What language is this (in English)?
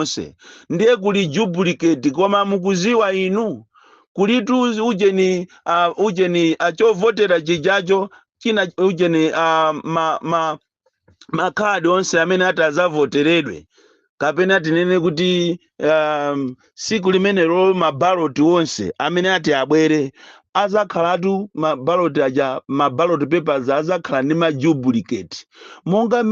Nyanja